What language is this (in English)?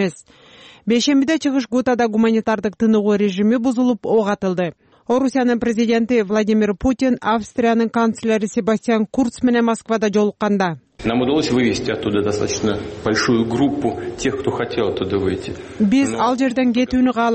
Kyrgyz